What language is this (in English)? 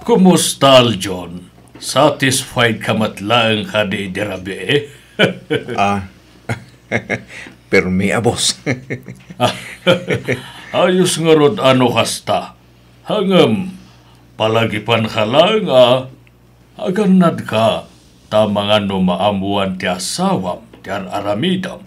Iloko